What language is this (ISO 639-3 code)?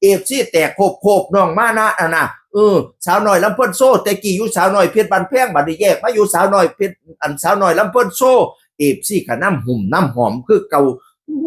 tts